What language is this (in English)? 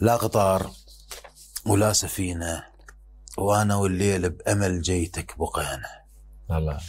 Mesopotamian Arabic